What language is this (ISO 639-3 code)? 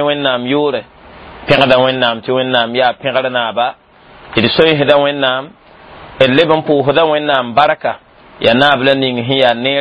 mos